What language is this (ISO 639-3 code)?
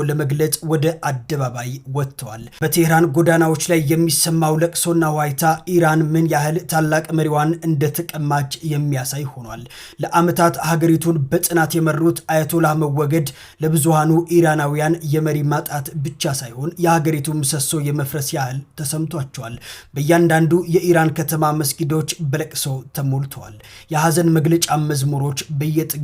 amh